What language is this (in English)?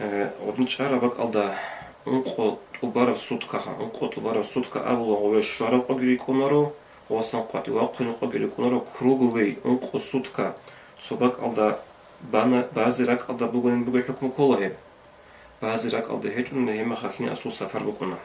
Avaric